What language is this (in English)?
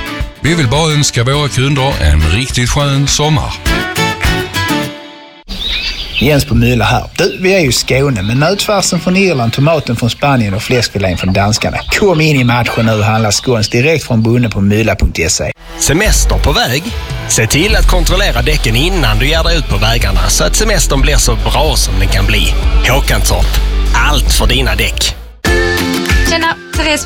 Swedish